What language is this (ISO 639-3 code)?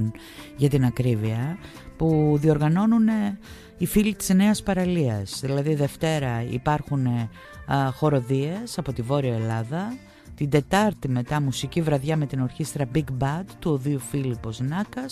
ell